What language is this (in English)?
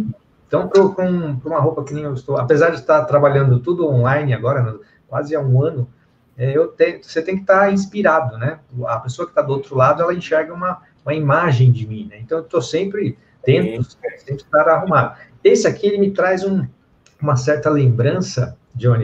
Portuguese